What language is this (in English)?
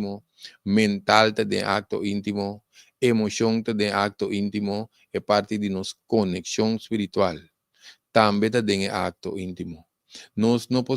Papiamento